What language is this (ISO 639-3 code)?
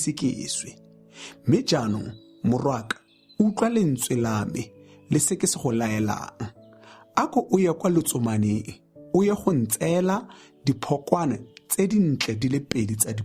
tsn